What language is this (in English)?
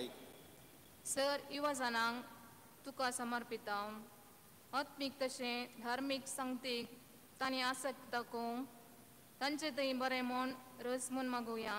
Konkani